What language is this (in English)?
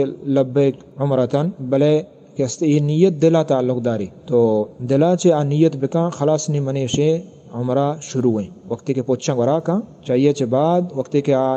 Eastern Balochi